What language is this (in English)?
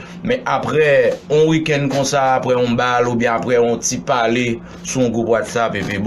Haitian Creole